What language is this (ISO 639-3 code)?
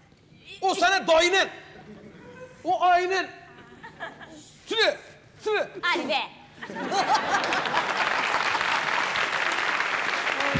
tur